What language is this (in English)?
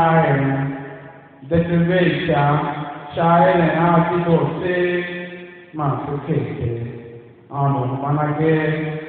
Tiv